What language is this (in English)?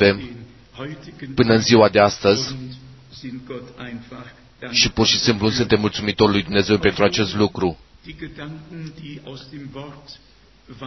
Romanian